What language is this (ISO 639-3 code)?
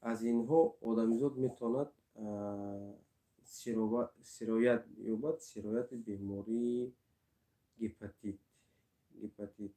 tgk